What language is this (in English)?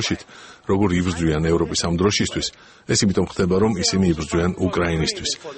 Georgian